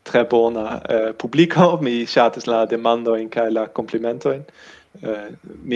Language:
Esperanto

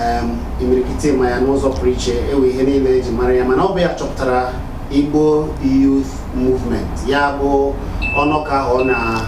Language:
Igbo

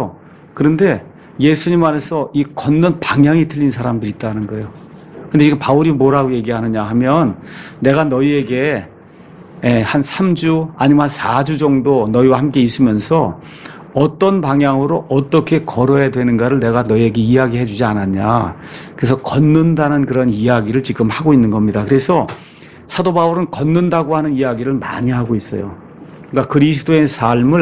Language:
Korean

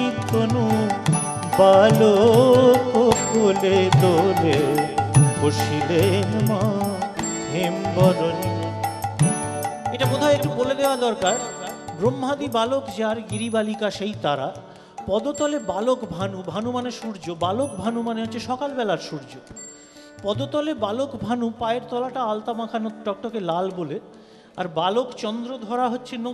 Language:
Bangla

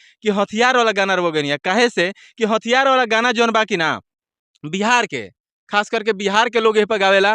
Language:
Bhojpuri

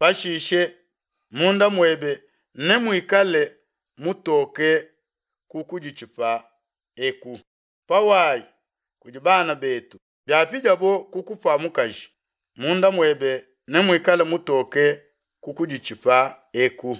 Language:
Luba-Lulua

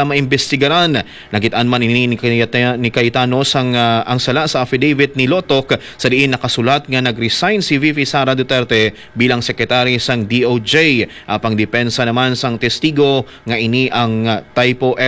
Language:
Hiligaynon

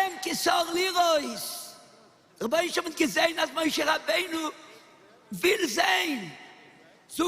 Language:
Yiddish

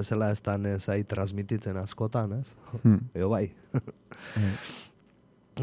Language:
Basque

